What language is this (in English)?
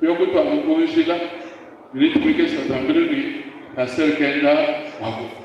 Luba-Lulua